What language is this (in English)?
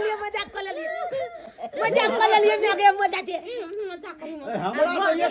Maithili